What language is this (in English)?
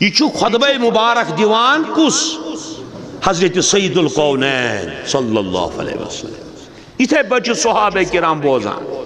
Kashmiri